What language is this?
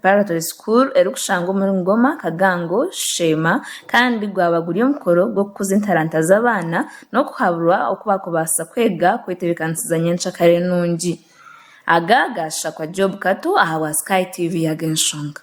Nyankole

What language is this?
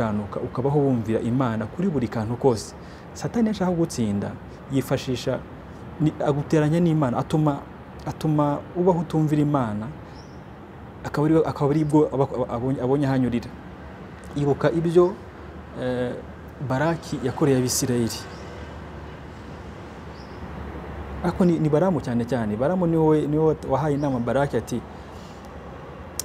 Kinyarwanda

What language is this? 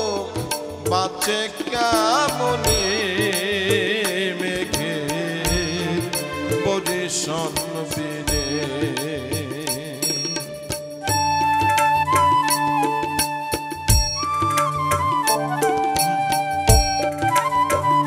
Bangla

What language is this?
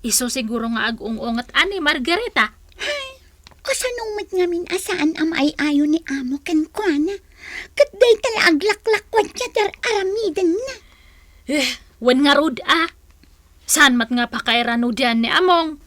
Iloko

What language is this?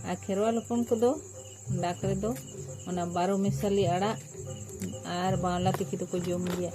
Santali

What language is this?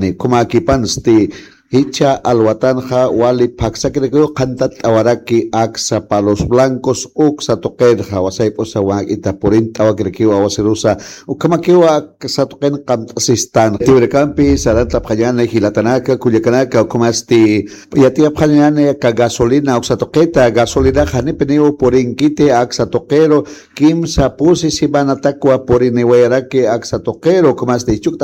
Aymara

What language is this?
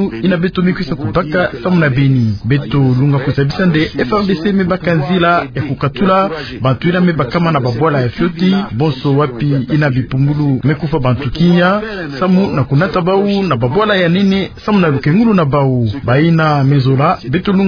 Kituba (Democratic Republic of Congo)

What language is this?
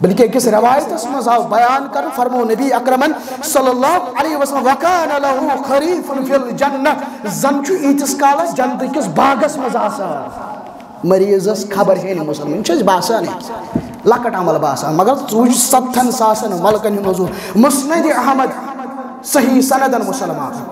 Kashmiri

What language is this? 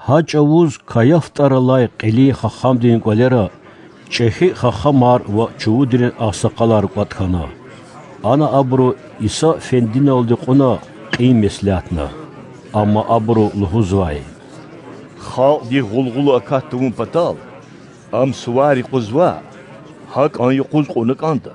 Lezghian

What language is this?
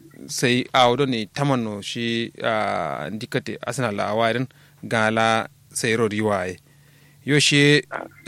Kanuri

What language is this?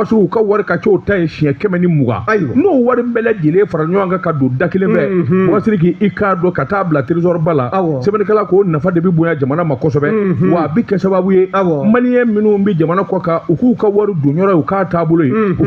Bambara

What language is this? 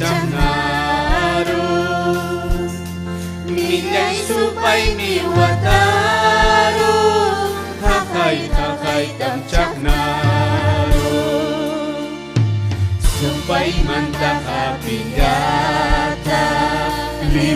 Ayacucho Quechua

